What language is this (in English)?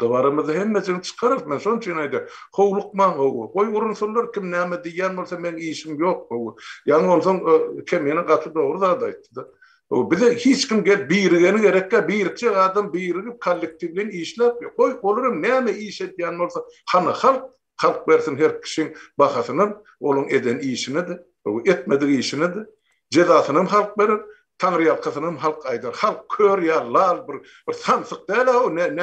Turkmen